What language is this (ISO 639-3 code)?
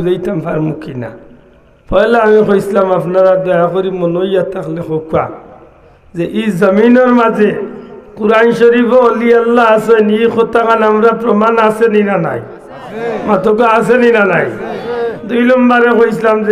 syl